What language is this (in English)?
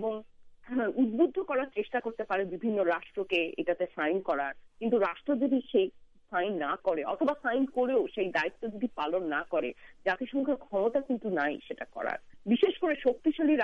Bangla